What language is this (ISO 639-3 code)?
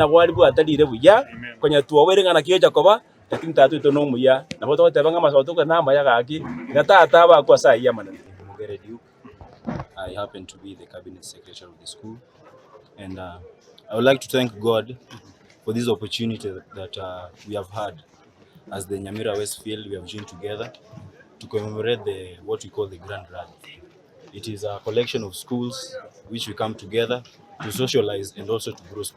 guz